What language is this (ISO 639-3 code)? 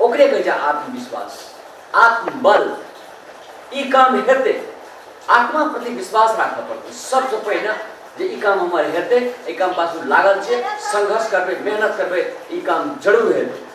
mai